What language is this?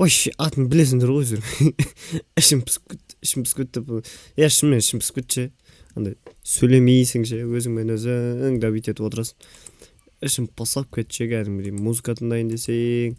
Kazakh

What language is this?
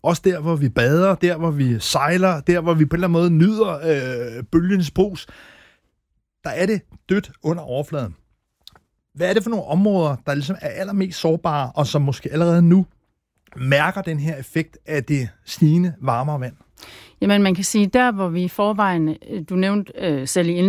Danish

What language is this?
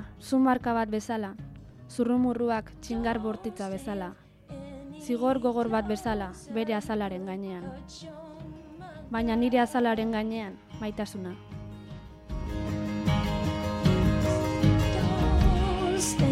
Basque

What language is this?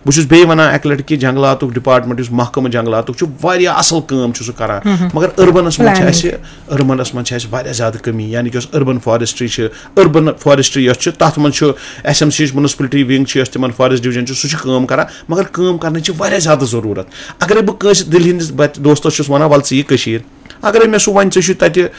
Kashmiri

